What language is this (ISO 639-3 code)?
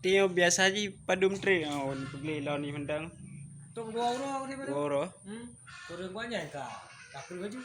ace